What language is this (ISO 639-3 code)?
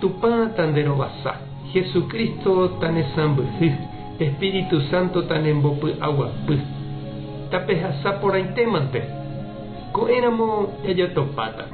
grn